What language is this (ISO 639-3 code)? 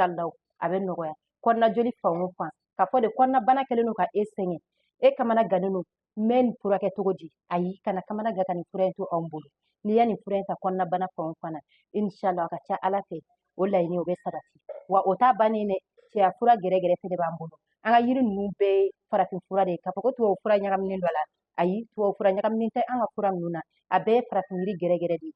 bam